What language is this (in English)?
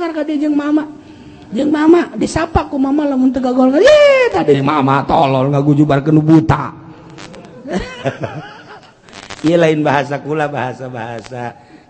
Sundanese